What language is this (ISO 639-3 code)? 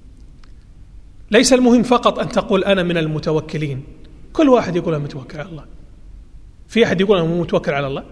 ara